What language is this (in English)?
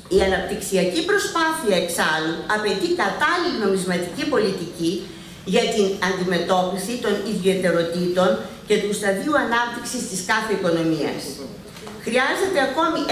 Greek